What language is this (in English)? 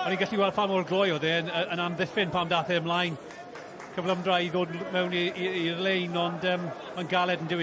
Welsh